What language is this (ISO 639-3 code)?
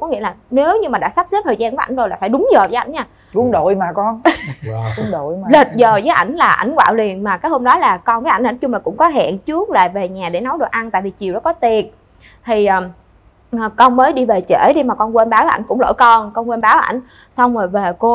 vie